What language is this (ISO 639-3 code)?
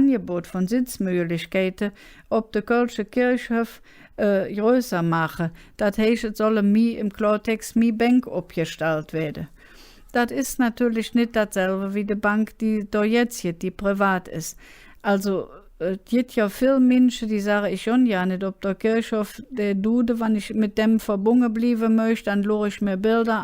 ksh